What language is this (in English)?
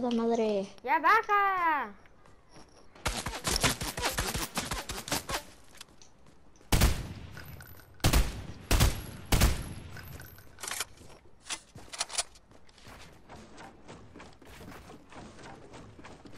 Spanish